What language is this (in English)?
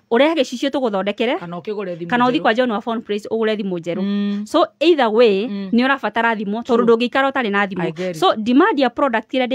Kikuyu